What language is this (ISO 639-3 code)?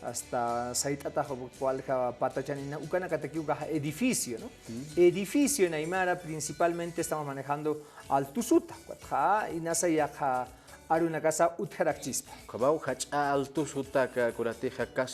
aym